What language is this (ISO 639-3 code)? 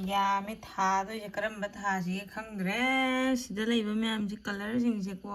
mni